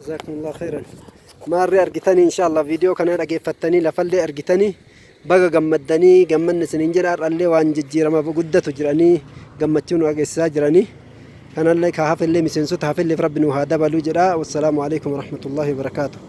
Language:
Oromo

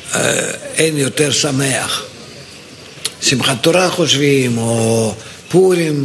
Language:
Hebrew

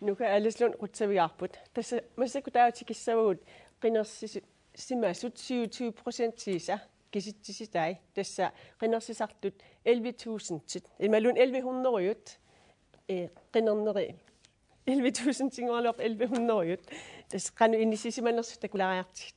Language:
Kalaallisut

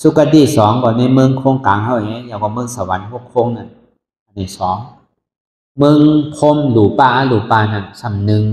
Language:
Shan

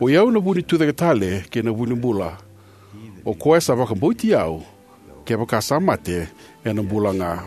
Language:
Fijian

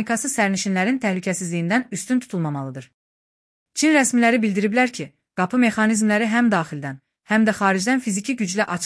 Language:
Azerbaijani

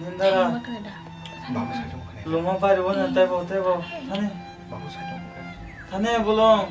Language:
Kok Borok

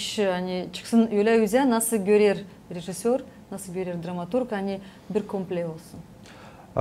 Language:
Gagauz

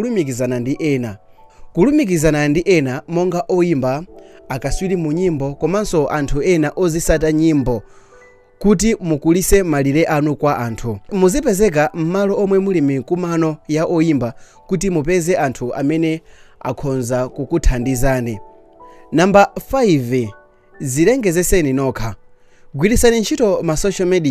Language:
Nyanja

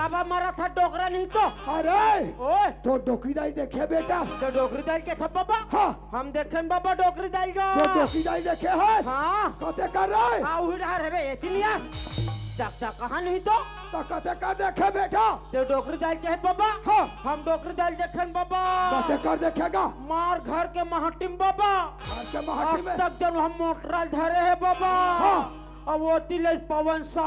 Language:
Chhattisgarhi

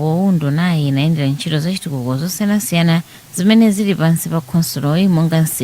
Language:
Nyanja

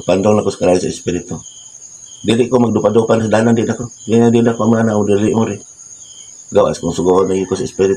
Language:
Cebuano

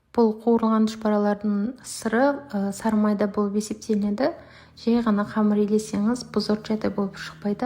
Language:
Kazakh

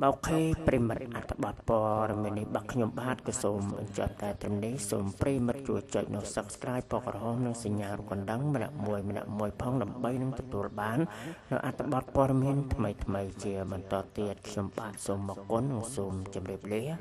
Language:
Khmer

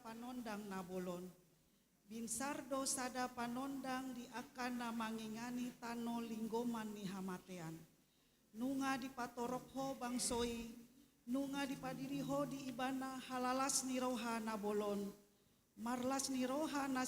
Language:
Batak Toba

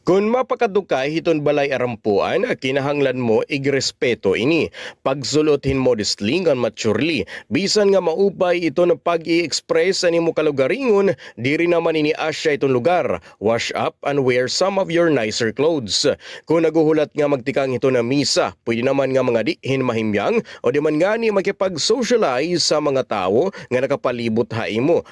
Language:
Waray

